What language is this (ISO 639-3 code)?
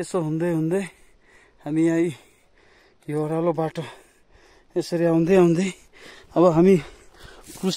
nep